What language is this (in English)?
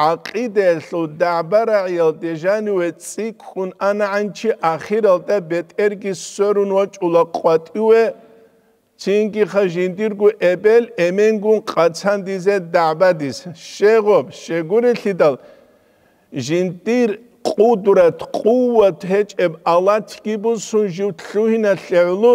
Avaric